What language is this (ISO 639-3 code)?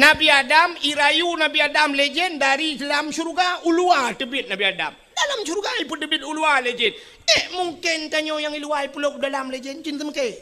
ace